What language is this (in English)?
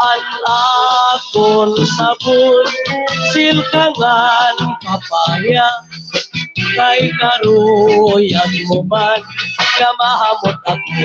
Waray